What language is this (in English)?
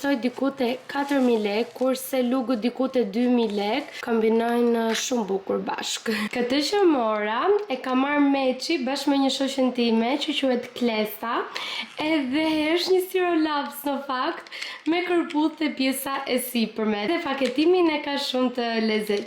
Albanian